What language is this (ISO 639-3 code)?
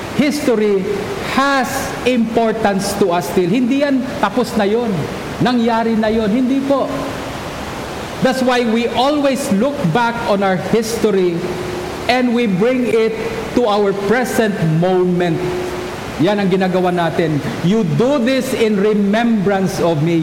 fil